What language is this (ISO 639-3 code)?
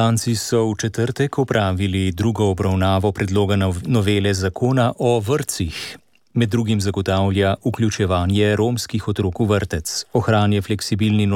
slv